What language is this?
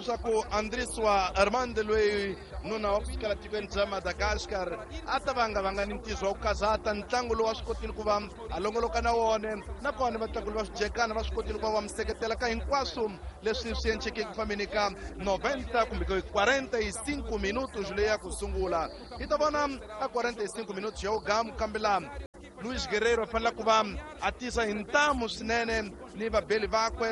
Tsonga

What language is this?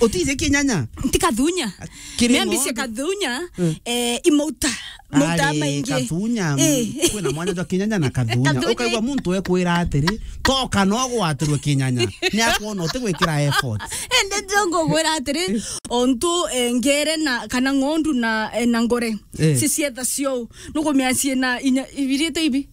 Meru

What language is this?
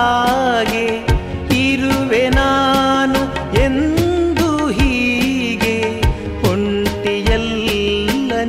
Kannada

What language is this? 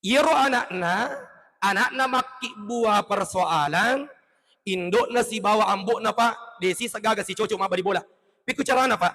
Buginese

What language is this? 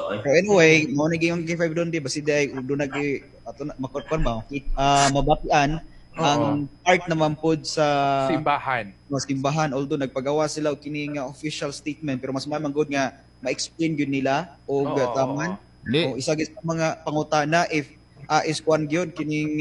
Cebuano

